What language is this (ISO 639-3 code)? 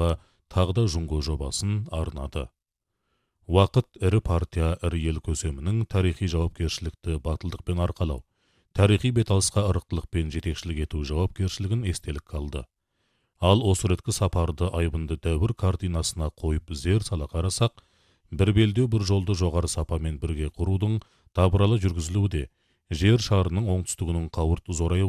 kaz